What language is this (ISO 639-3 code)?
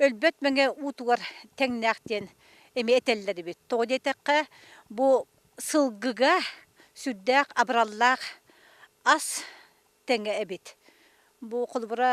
sah